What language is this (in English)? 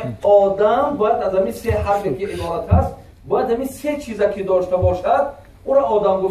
Tajik